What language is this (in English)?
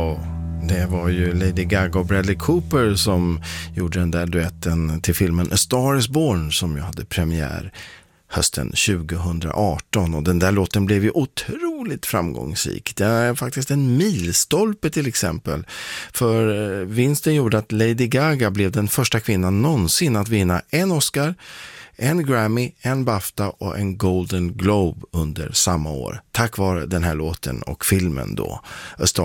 Swedish